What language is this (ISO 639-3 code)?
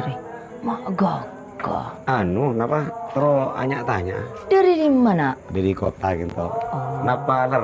mad